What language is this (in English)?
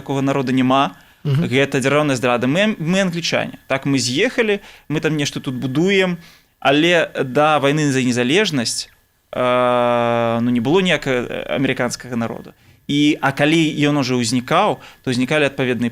Belarusian